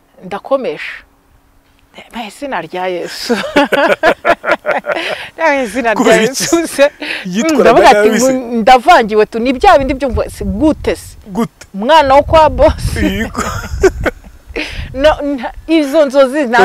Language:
Kinyarwanda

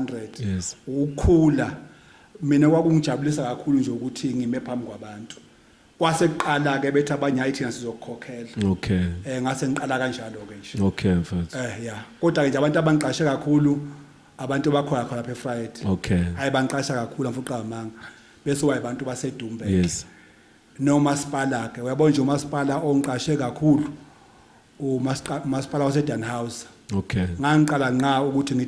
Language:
Zulu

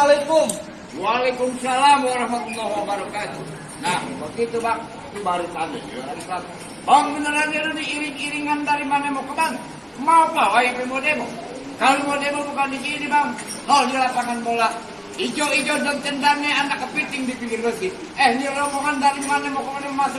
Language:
Betawi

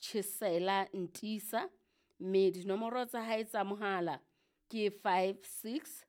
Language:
Southern Sotho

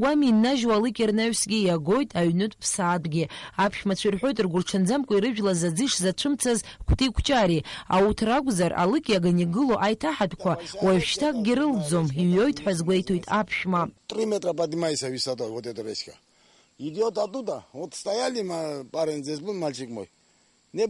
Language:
Abkhazian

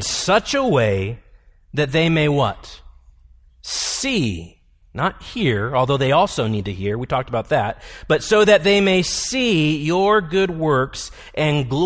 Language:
English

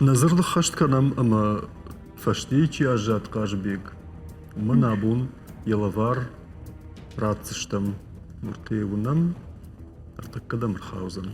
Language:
Ossetic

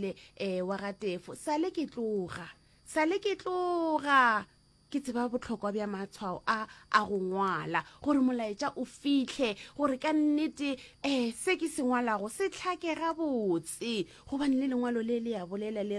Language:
Northern Sotho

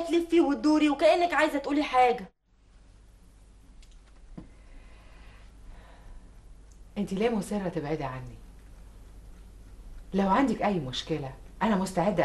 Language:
Egyptian Arabic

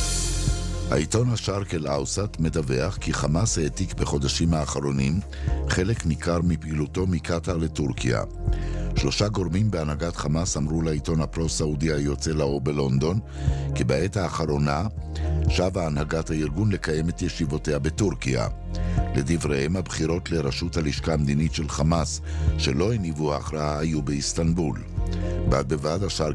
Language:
Hebrew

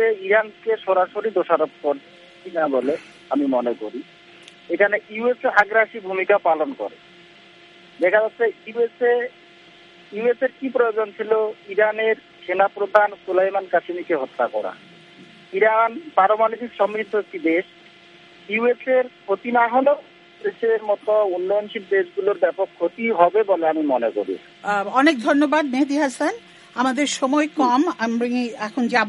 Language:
Bangla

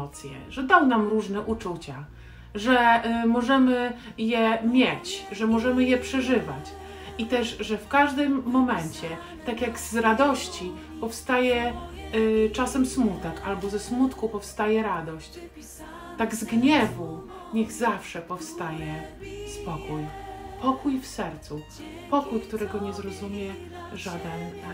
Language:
Polish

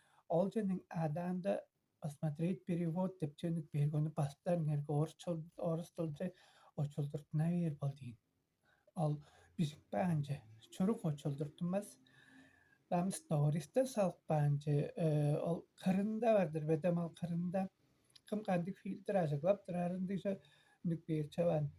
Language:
Tuvinian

